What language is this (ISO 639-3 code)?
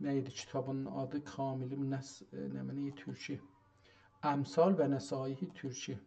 azb